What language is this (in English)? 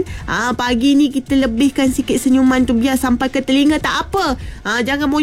Malay